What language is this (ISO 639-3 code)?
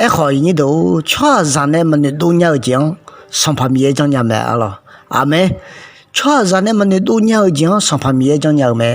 ahk